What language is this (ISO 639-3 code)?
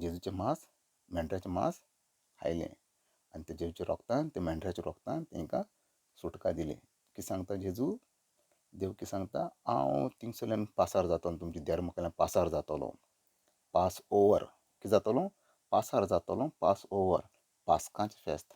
kok